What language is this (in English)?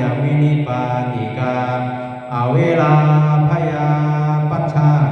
Pali